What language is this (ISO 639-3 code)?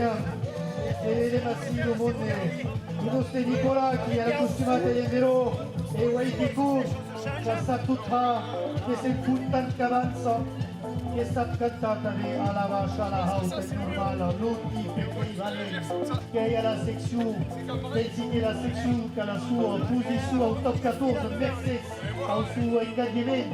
oci